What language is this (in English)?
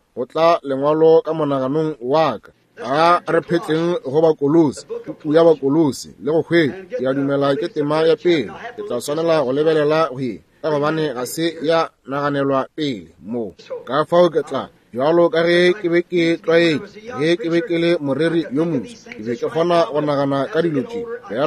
Northern Sotho